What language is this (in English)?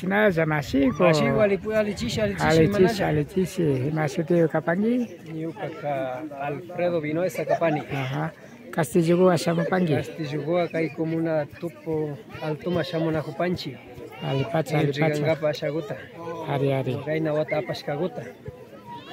Imbabura Highland Quichua